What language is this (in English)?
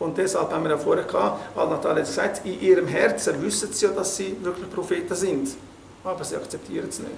Swiss German